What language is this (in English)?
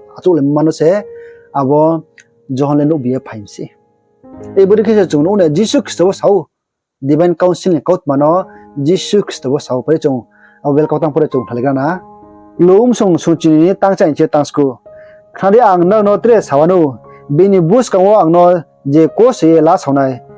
Riang (India)